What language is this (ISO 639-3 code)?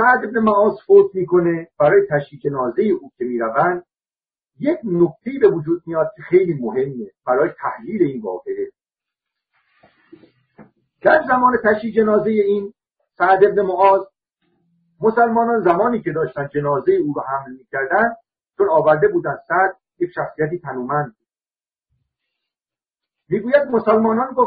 fas